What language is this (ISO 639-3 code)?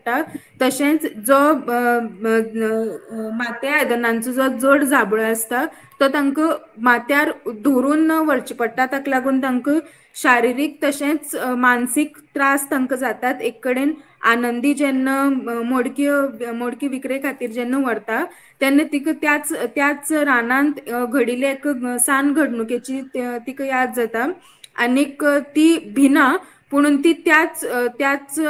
kok